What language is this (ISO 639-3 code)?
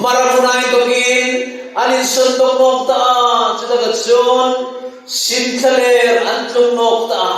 hmr